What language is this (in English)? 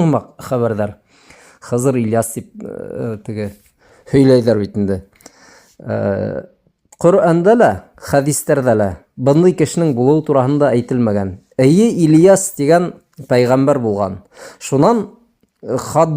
Bashkir